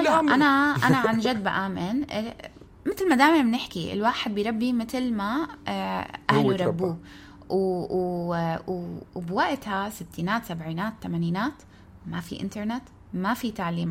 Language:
North Levantine Arabic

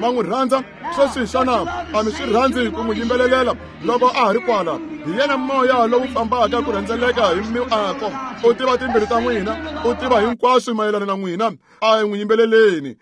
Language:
Tsonga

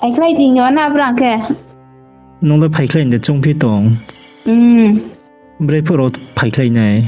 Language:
Riang (India)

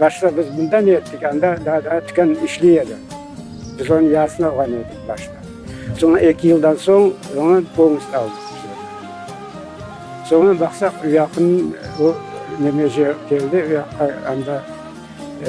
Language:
Crimean Tatar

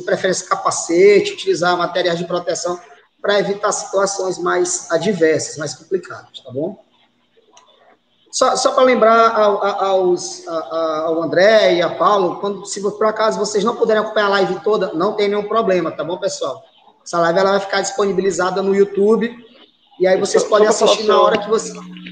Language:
Portuguese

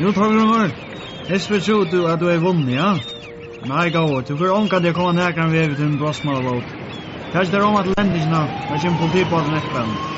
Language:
Faroese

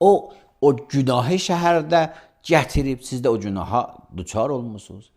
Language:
Azerbaijani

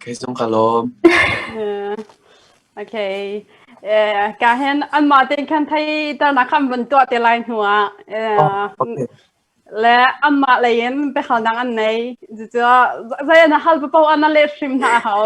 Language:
Hakha Chin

